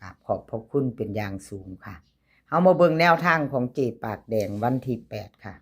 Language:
Lao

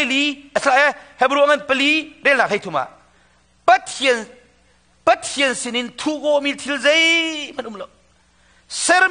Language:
Hakha Chin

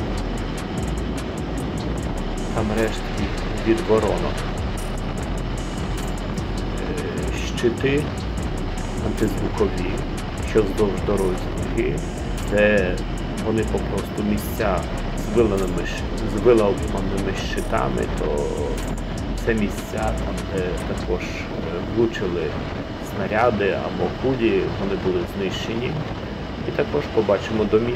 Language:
Ukrainian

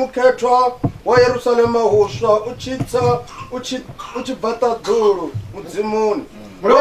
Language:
Venda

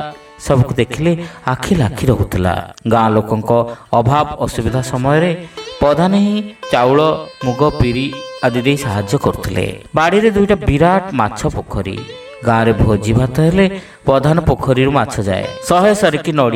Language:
Odia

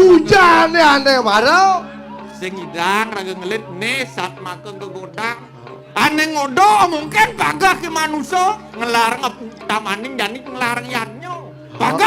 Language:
Balinese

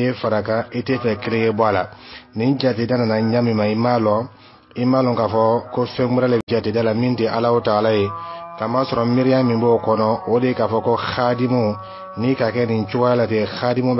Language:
Dyula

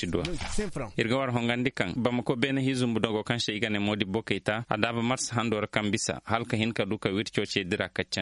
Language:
Koyraboro Senni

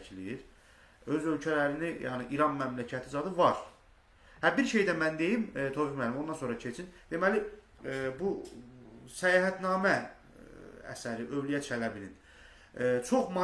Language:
Azerbaijani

